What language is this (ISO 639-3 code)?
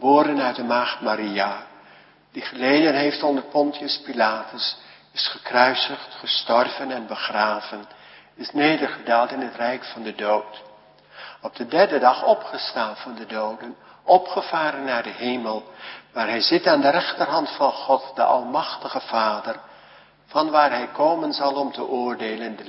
nld